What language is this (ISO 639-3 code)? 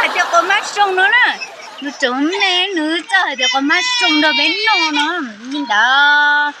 hmn